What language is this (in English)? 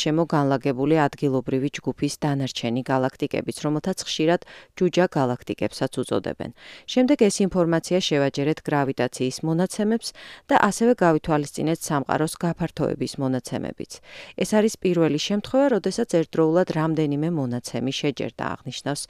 Georgian